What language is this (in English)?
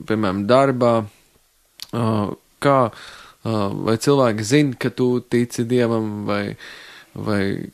Latvian